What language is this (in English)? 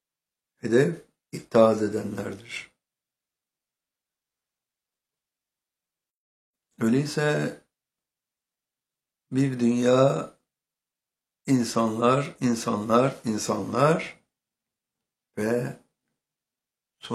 Turkish